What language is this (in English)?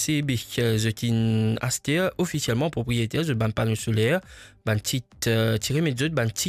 Morisyen